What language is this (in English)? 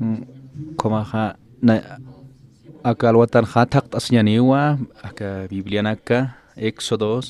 Aymara